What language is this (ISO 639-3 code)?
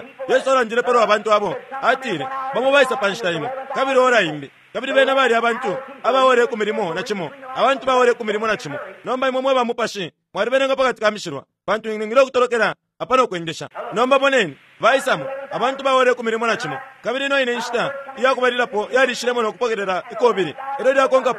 bem